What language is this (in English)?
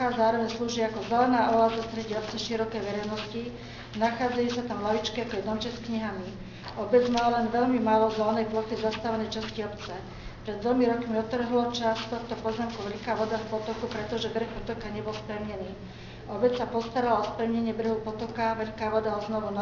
Slovak